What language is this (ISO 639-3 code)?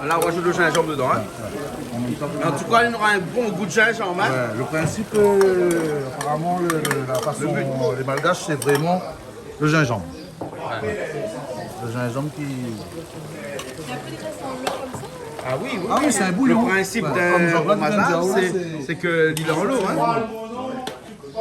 rcf